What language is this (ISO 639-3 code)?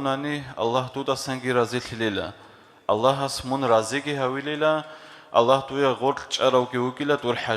ava